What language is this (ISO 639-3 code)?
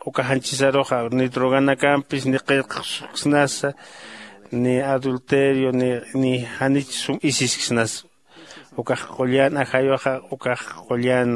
aym